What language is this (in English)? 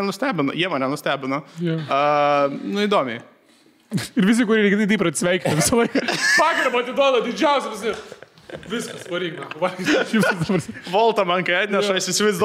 Lithuanian